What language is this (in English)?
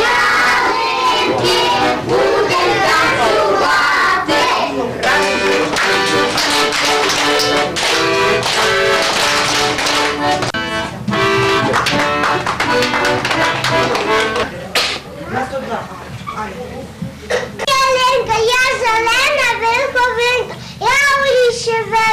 Ukrainian